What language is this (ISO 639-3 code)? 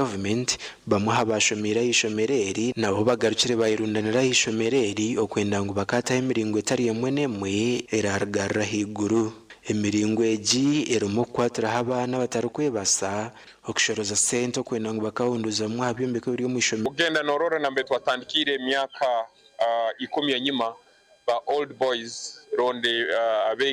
nyn